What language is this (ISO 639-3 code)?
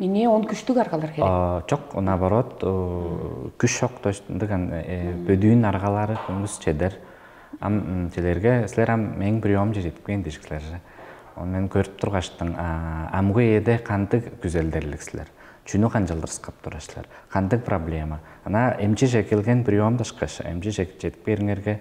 tyv